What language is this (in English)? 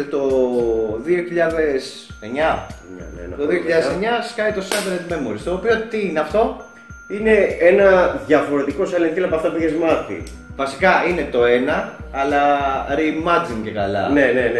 Greek